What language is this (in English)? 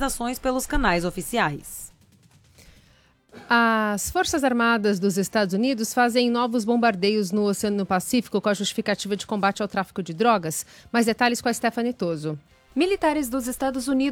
Portuguese